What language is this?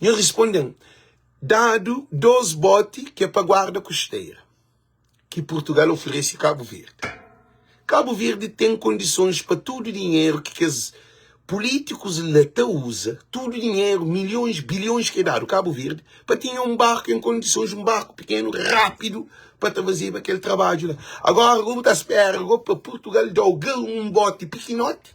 Kabuverdianu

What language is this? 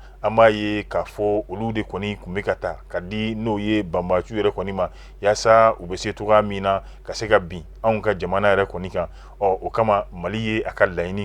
Bambara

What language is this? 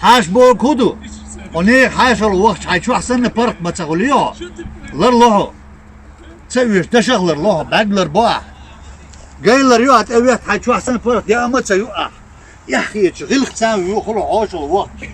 Chechen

